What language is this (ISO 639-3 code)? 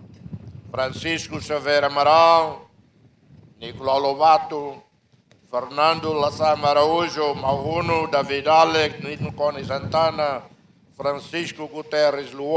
tet